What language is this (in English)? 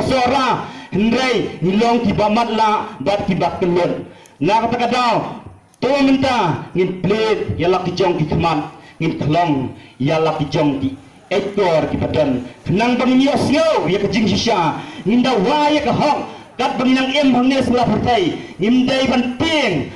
Khasi